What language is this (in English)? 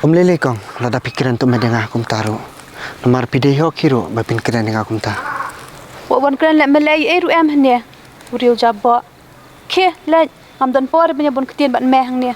Khasi